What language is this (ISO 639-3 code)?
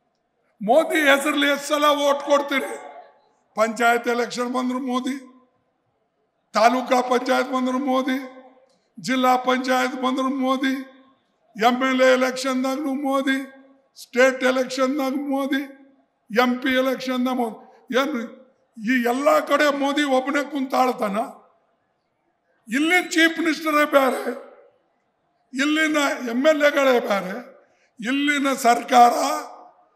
kan